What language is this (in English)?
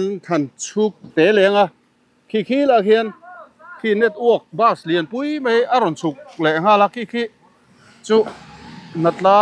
Mizo